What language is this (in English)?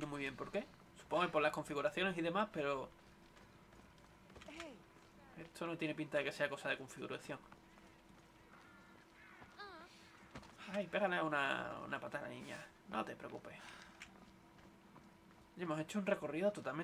Spanish